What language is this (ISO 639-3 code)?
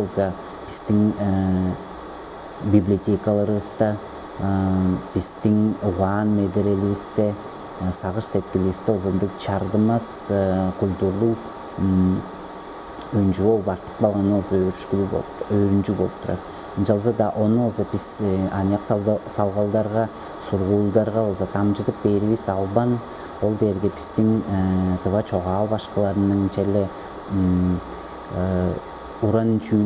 tyv